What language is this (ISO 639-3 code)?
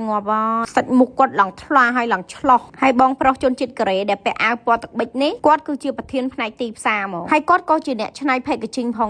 khm